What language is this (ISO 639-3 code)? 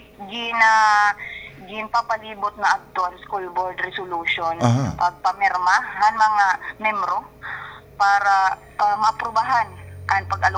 war